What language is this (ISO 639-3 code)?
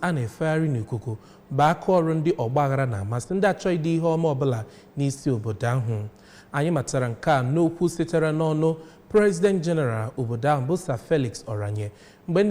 ibo